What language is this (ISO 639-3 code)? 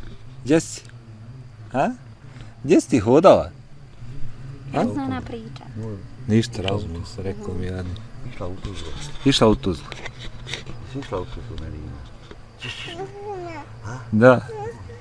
bos